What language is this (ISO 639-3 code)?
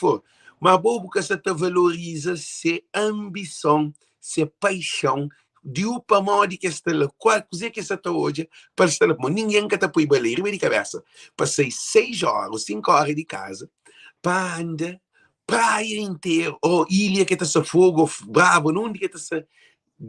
kea